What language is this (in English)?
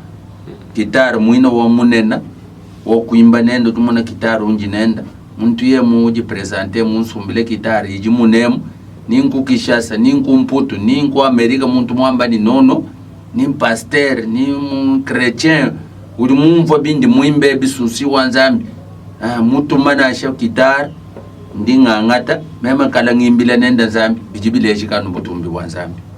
Luba-Lulua